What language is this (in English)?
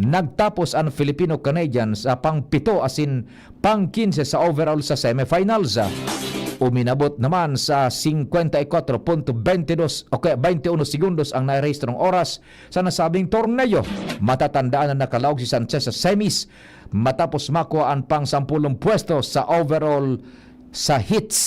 Bikol